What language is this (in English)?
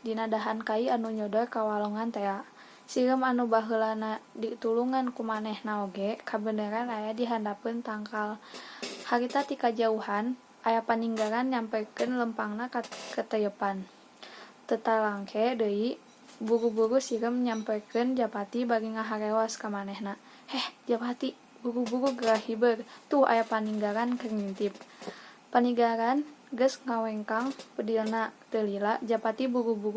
Sundanese